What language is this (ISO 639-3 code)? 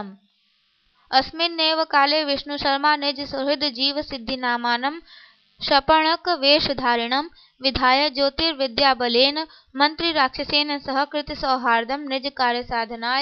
san